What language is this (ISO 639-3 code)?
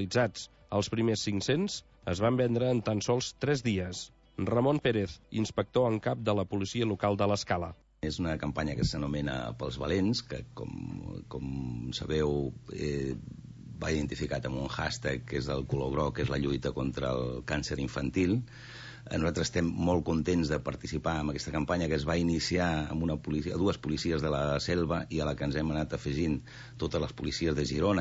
cat